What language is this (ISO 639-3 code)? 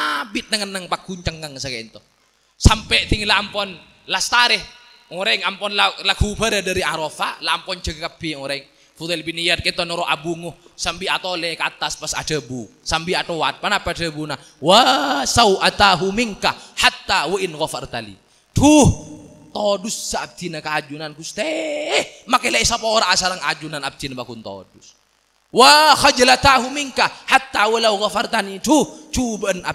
mad